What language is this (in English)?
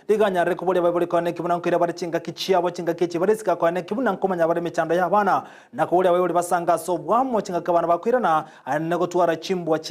Gusii